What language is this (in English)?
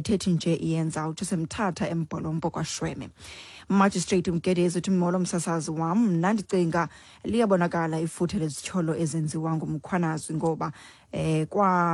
Xhosa